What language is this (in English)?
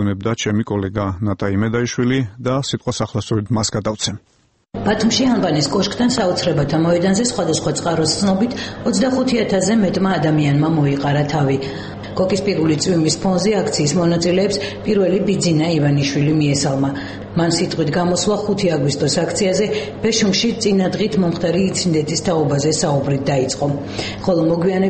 Georgian